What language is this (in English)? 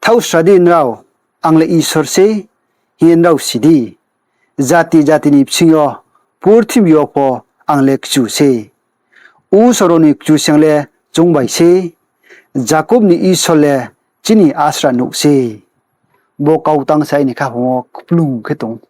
Riang (India)